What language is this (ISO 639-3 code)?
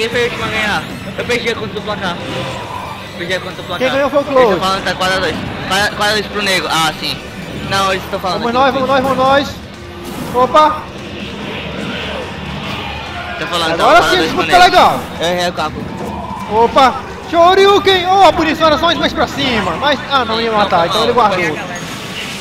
por